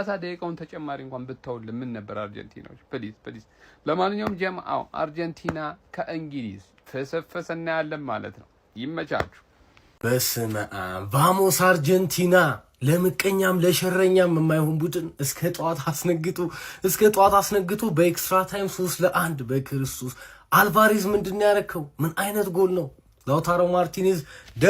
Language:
Amharic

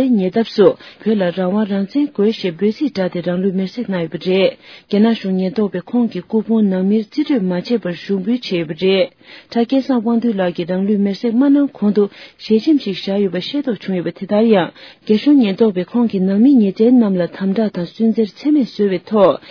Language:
Tibetan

